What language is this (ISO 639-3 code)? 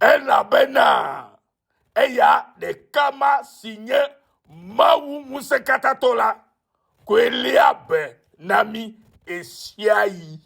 ewe